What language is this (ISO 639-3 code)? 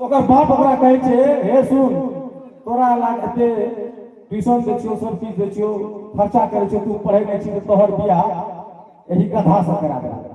mai